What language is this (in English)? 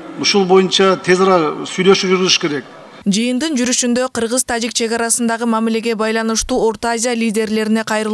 Kyrgyz